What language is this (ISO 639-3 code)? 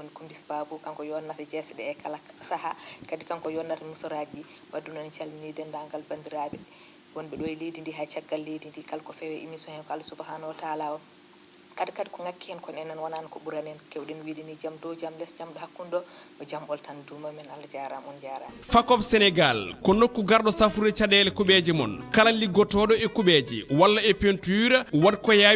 ful